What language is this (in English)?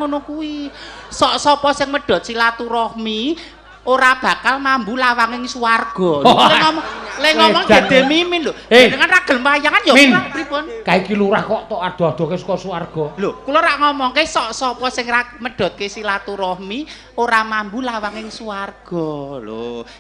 Javanese